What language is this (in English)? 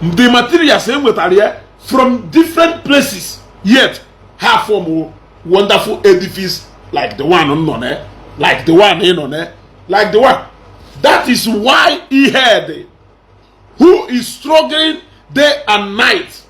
Igbo